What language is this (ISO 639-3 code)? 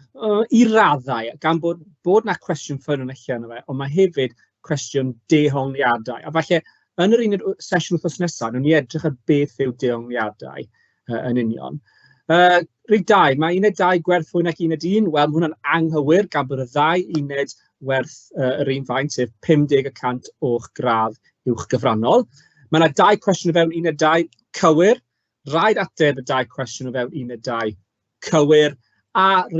cym